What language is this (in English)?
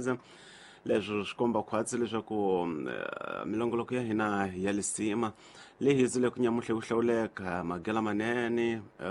Tsonga